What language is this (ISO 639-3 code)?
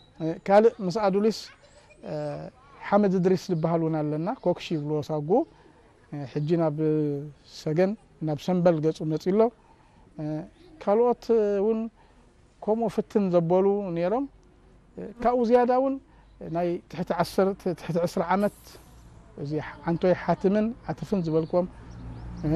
tir